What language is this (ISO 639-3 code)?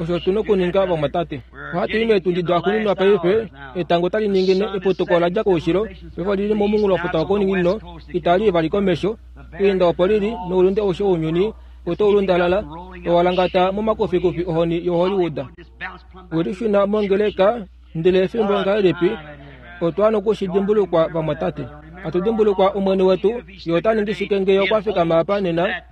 kua